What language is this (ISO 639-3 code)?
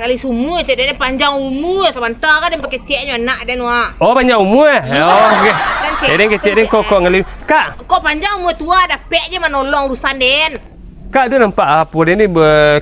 min